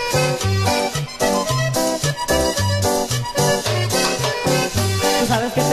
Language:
Spanish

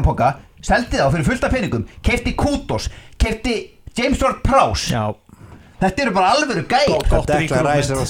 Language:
Icelandic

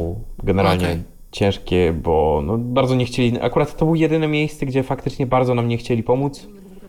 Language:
Polish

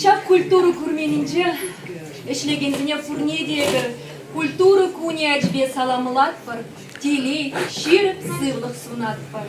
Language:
Chuvash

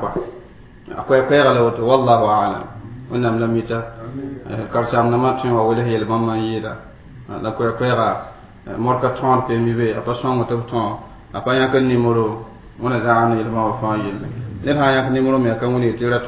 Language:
Mossi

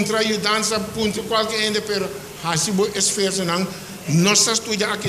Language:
Papiamento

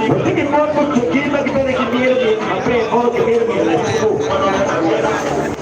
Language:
Acoli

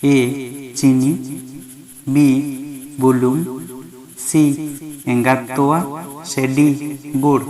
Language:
Santali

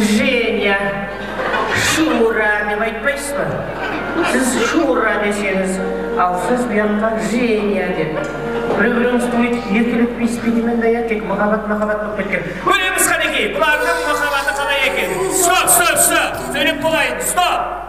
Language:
Kara-Kalpak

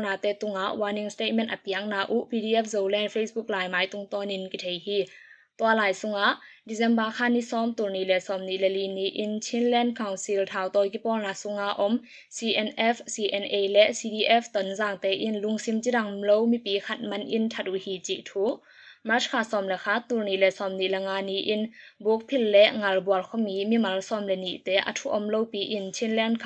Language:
Tedim Chin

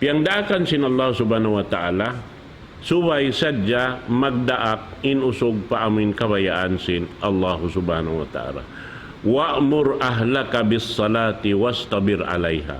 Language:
Tausug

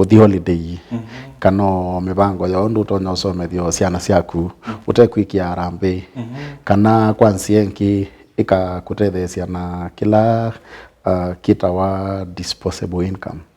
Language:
Kamba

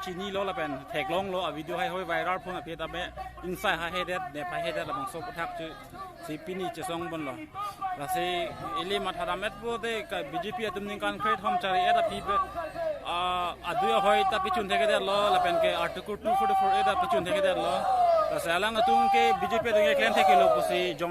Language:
Karbi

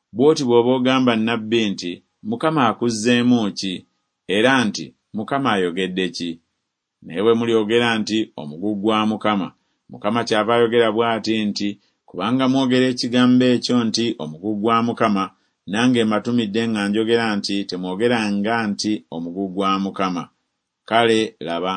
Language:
Ganda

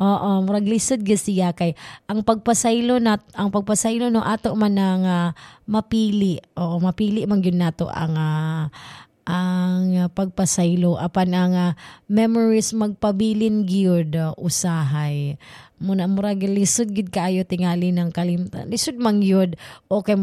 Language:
Cebuano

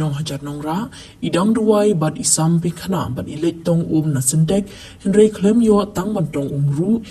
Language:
Khasi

